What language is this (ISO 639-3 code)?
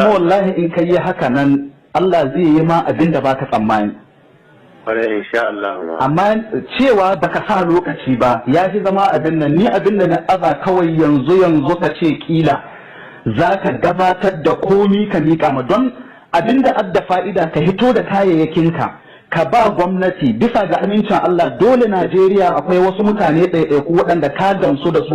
hau